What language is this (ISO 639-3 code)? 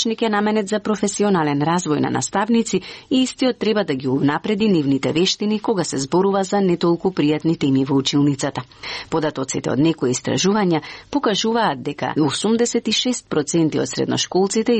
mkd